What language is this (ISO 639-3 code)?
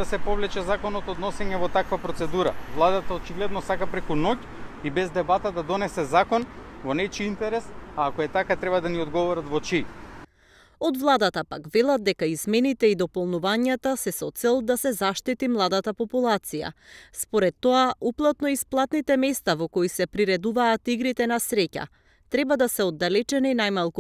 mkd